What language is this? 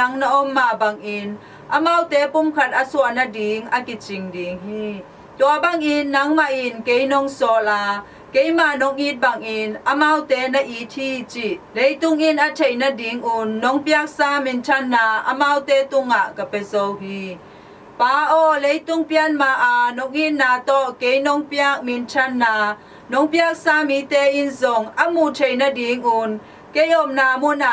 Tedim Chin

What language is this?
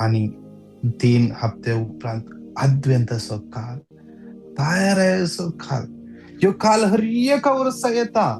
Konkani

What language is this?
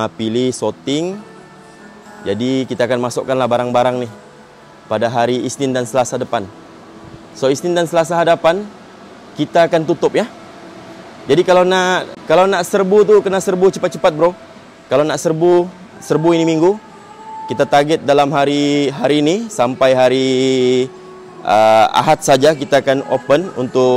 Malay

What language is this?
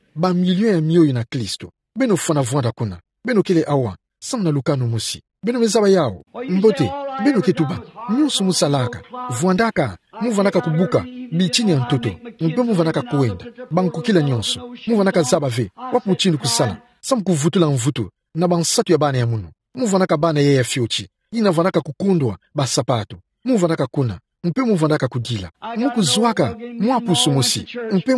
Kituba (Democratic Republic of Congo)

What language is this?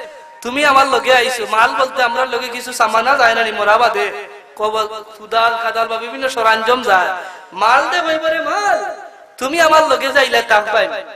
Sylheti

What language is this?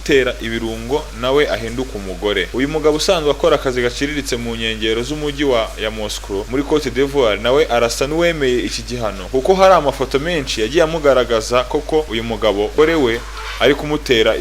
Kinyarwanda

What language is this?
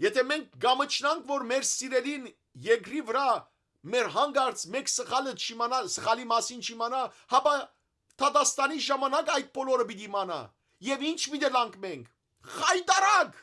Western Armenian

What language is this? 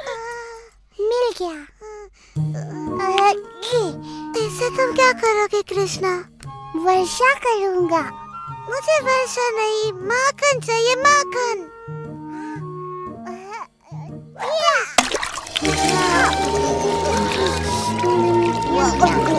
Hindi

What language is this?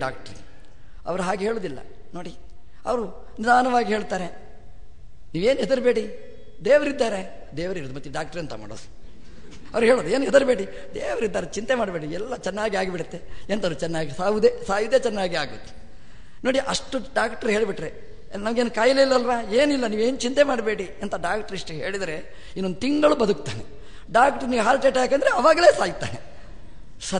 Kannada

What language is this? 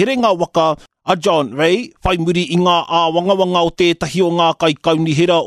Māori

